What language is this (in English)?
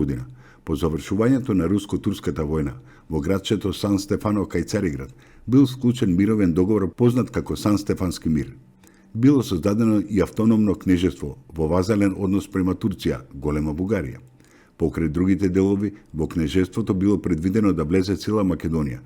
Macedonian